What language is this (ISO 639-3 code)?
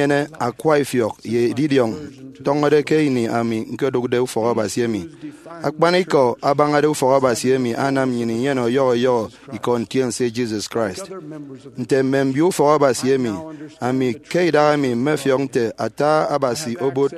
efi